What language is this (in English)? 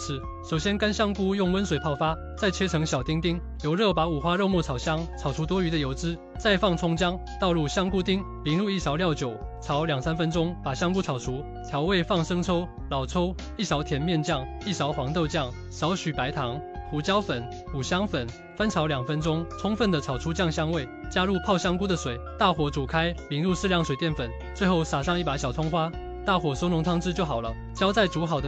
Chinese